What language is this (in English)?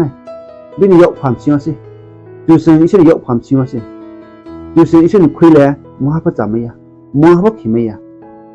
Riang (India)